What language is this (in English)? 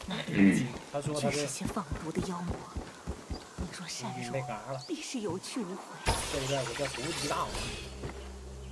Chinese